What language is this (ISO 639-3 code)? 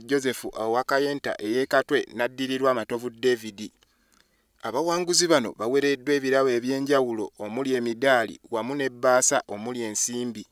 lug